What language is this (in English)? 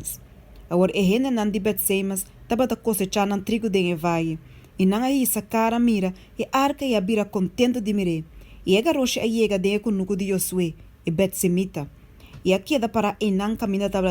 Papiamento